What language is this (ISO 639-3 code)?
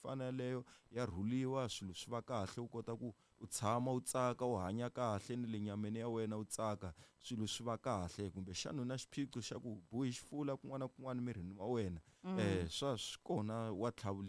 tso